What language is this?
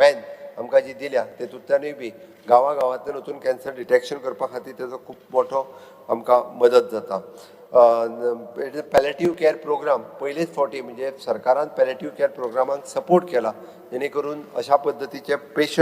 Konkani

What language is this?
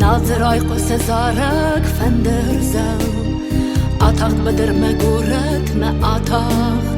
Ossetic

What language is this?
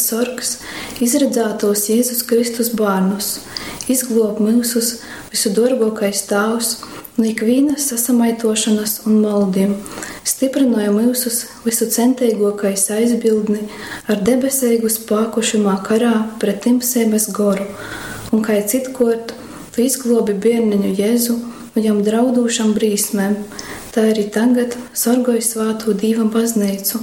Latgalian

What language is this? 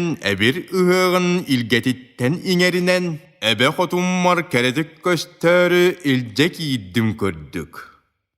Yakut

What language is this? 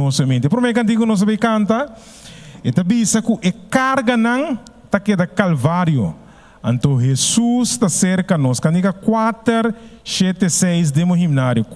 Papiamento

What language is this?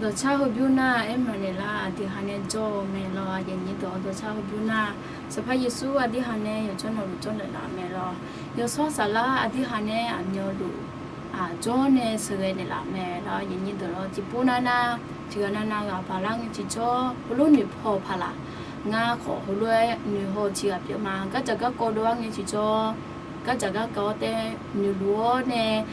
Akha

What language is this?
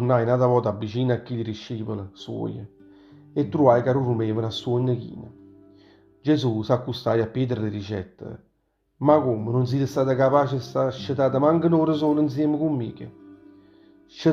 Neapolitan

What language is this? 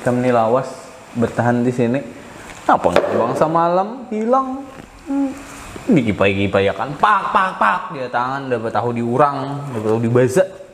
Banjar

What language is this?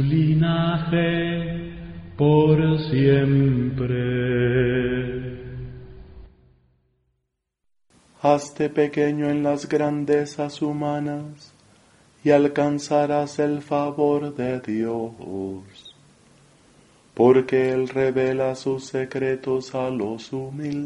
Spanish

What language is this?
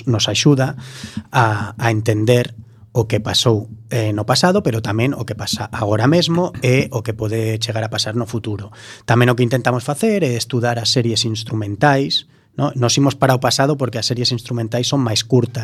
Galician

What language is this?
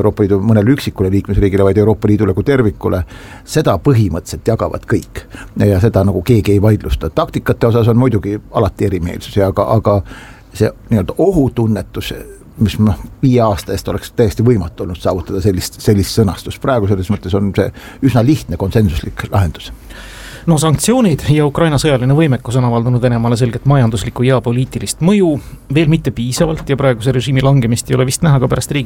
Estonian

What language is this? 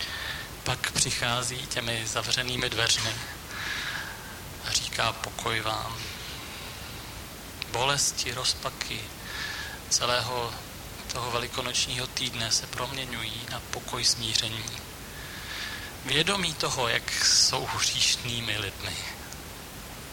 Czech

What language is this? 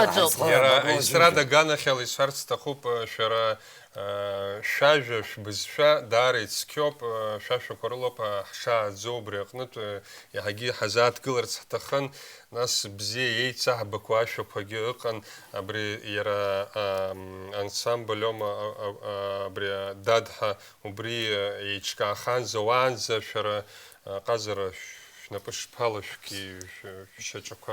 Abkhazian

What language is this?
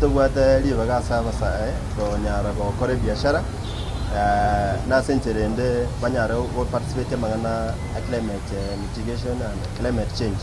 Gusii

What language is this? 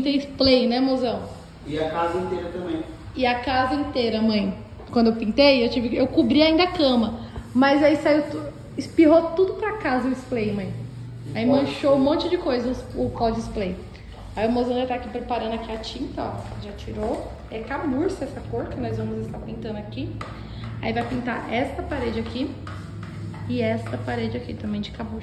Portuguese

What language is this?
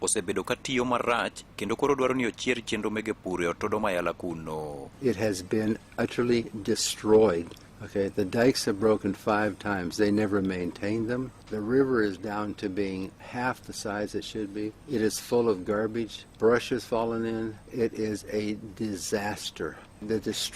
Luo (Kenya and Tanzania)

